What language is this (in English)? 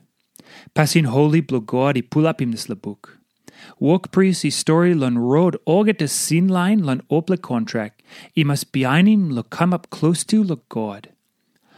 Tok Pisin